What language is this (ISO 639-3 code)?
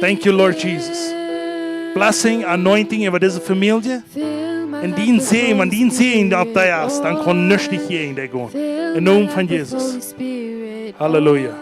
pdt